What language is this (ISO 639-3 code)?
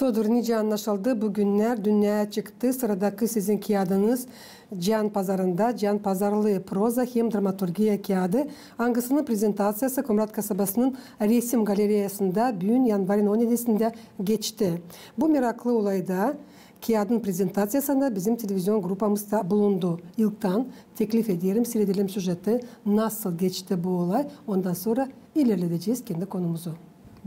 gag